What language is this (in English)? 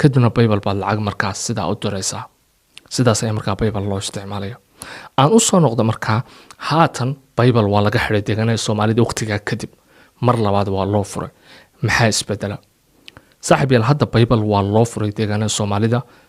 Somali